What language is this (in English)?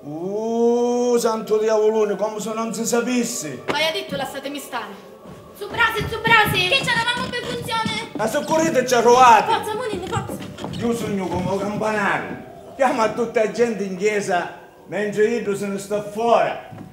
Sicilian